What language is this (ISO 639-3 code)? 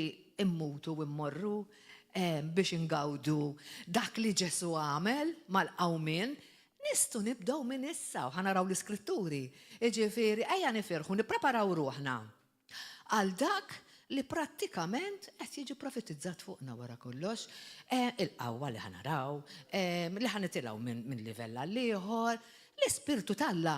mlt